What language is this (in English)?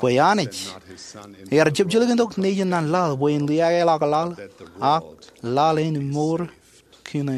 Marshallese